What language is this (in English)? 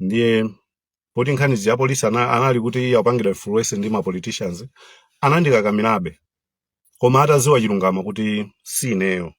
Nyanja